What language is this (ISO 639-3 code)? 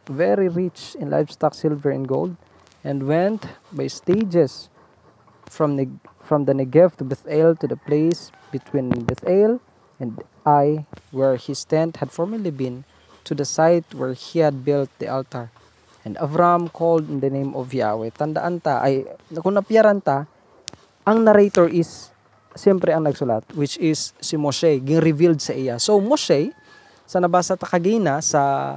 hil